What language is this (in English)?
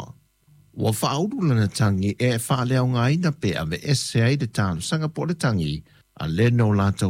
Samoan